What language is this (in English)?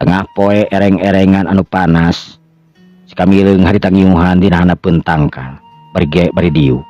Sundanese